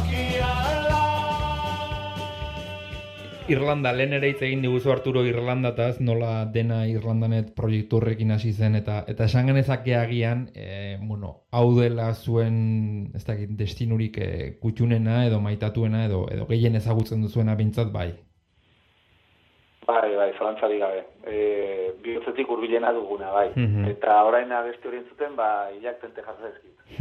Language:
Basque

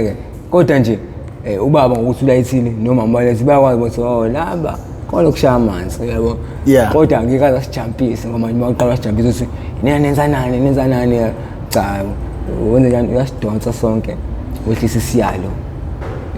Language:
Zulu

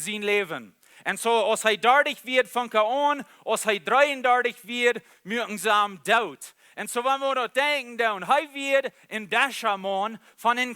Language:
Plautdietsch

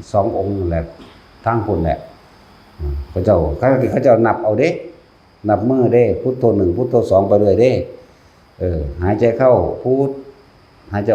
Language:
Northeastern Thai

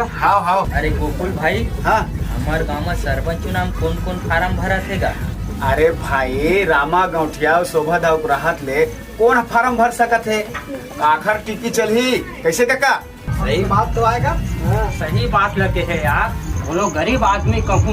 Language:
Chhattisgarhi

